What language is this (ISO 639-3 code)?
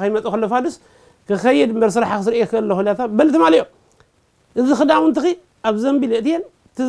tir